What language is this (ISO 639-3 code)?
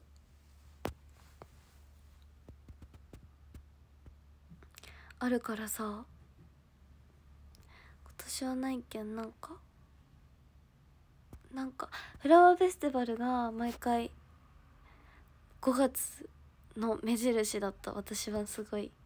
jpn